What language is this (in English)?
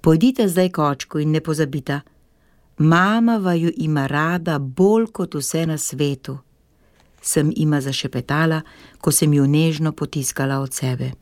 Slovenian